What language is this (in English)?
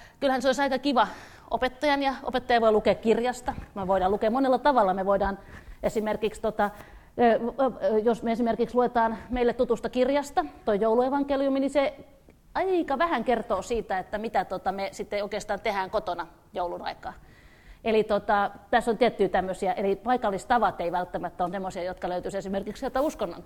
Finnish